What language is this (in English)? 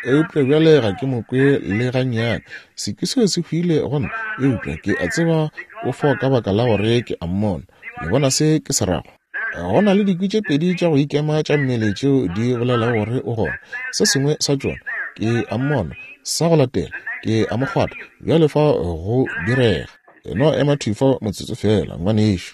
Northern Sotho